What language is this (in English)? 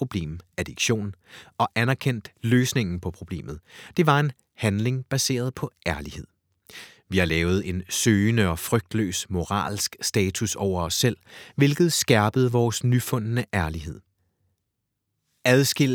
Danish